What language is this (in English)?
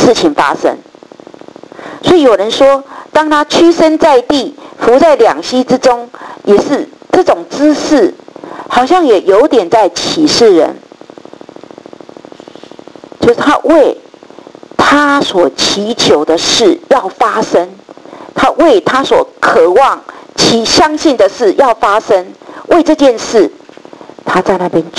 Chinese